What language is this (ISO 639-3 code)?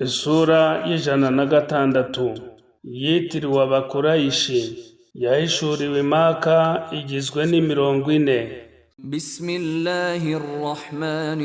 kin